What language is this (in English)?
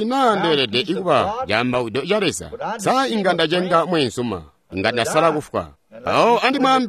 Tonga (Zambia)